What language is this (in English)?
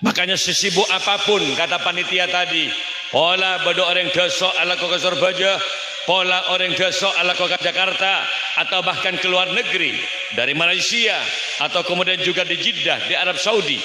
Madurese